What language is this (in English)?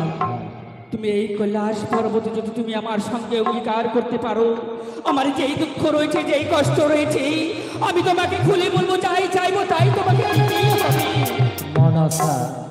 Bangla